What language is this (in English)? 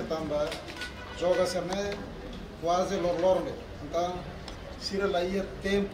Tetum